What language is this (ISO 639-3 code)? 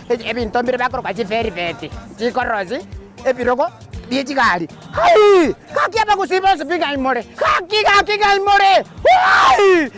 guz